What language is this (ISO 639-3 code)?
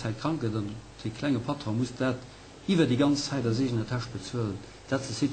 ltz